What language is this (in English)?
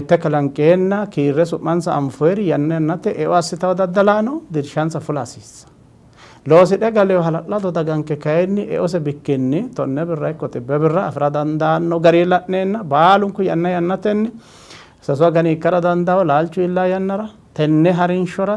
Sidamo